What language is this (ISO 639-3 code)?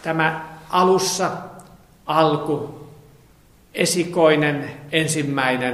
fin